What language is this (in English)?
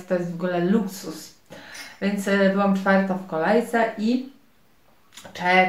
Polish